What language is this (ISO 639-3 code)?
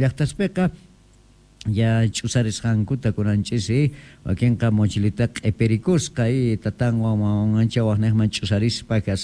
quh